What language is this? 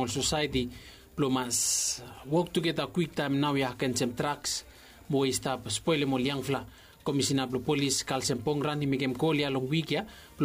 Bislama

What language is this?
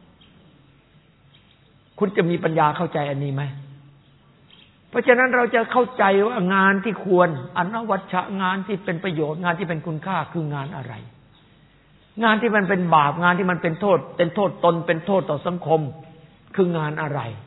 Thai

